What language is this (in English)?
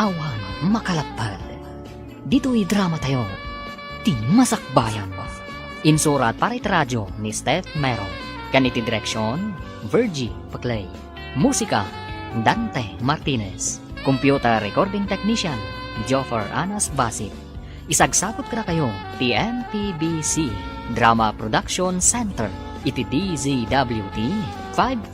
Iloko